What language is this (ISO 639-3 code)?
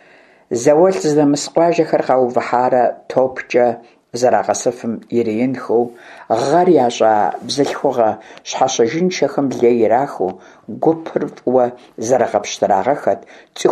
kbd